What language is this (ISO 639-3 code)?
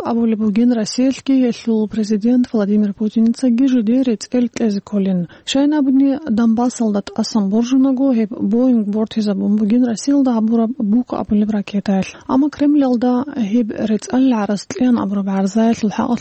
ava